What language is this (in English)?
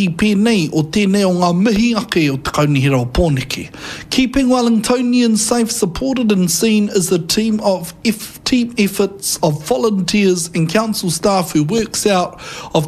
Māori